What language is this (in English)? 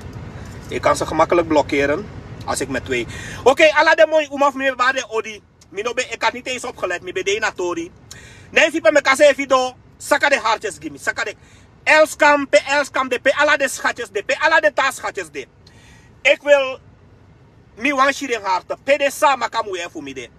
Sranan Tongo